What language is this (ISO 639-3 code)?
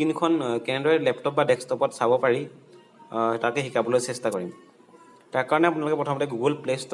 asm